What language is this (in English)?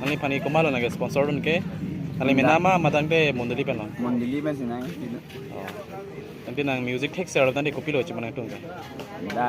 Karbi